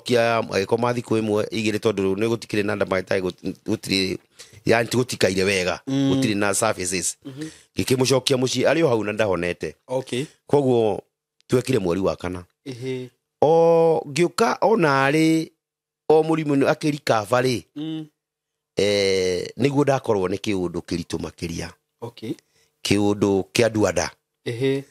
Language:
Kikuyu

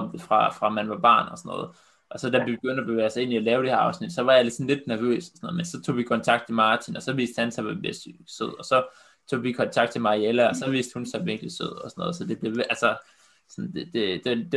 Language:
Danish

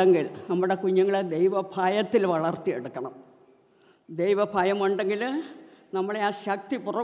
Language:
Malayalam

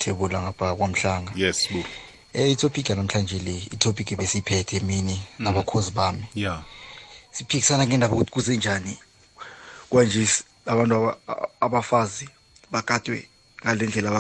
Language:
South Ndebele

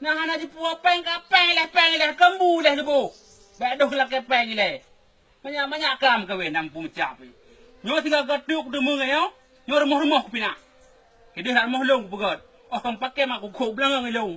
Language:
Achinese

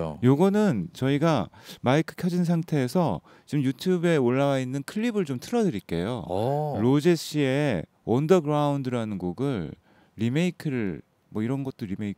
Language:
Korean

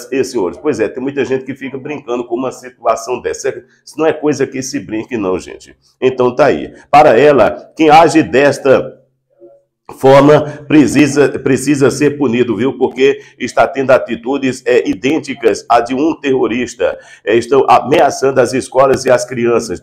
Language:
Portuguese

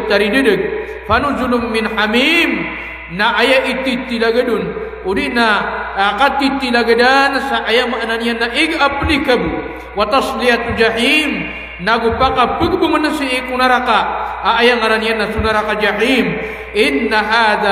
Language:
Maranao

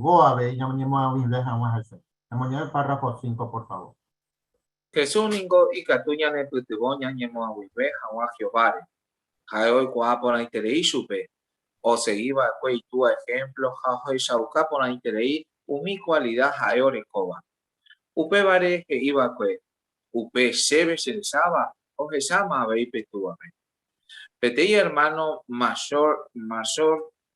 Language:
Guarani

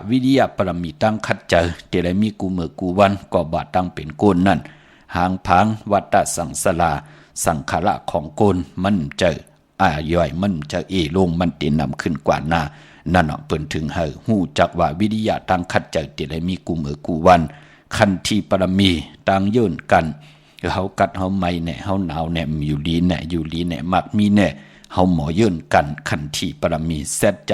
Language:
Shan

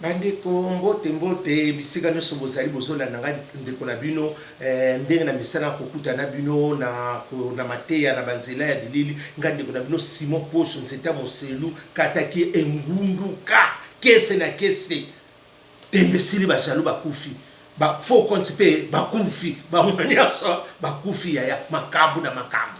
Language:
Lingala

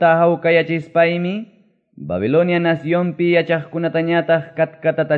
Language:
Quechua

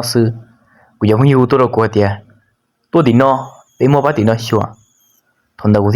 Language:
Hmong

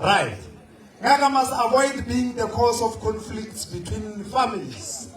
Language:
Northern Sotho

